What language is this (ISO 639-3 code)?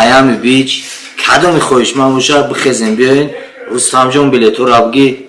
tgk